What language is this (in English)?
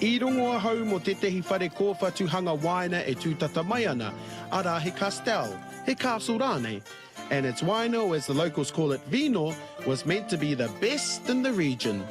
Māori